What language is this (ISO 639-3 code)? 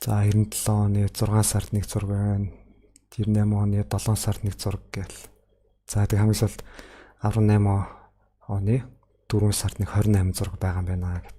mon